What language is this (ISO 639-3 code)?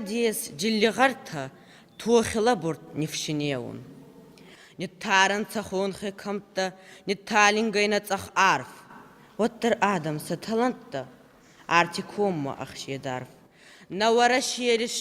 oss